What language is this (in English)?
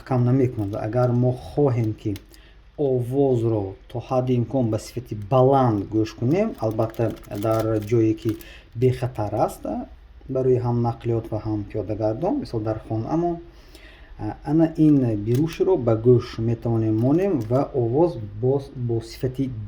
Tajik